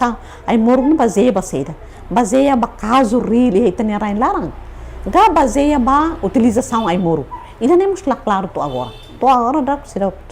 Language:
Tetum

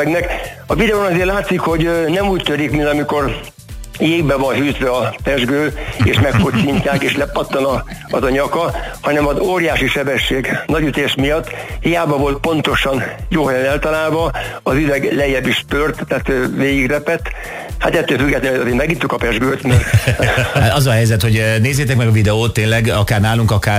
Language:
Hungarian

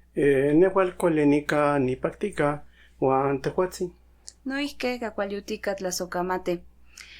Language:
Central Nahuatl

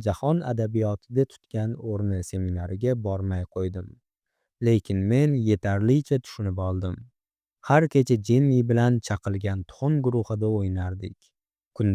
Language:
Uzbek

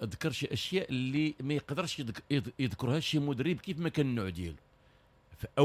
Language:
Moroccan Arabic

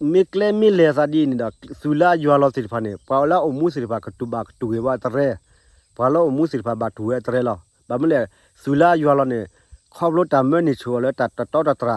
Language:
S'gaw Karen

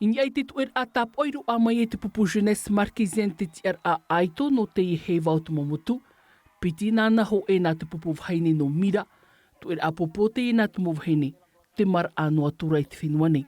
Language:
Tahitian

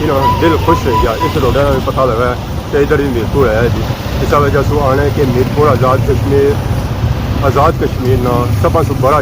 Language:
Pahari-Potwari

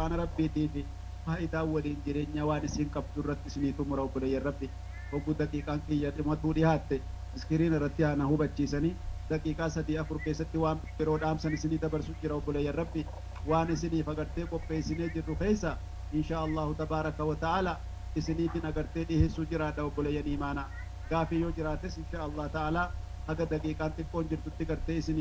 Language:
Oromo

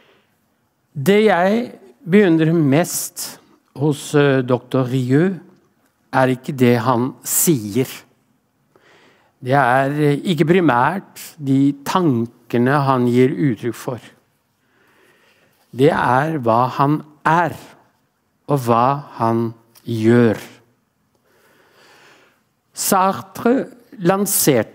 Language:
Norwegian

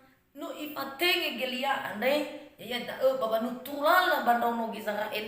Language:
Nias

